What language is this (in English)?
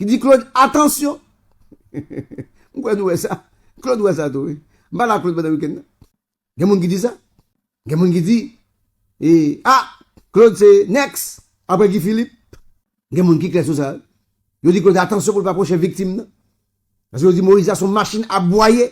Haitian Creole